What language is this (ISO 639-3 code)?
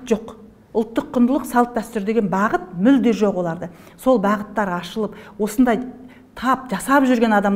kaz